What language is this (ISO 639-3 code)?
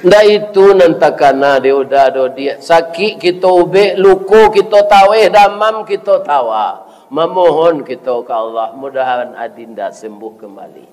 min